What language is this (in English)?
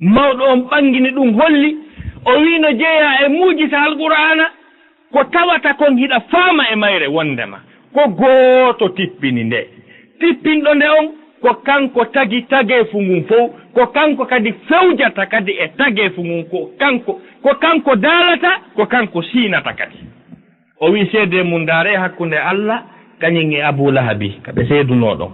Fula